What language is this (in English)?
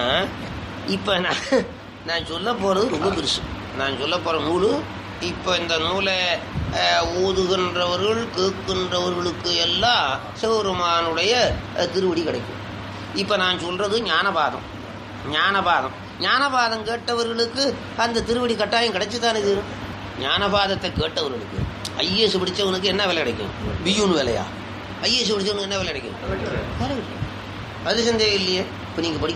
Tamil